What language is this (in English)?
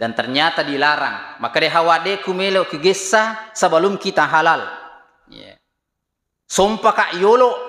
Buginese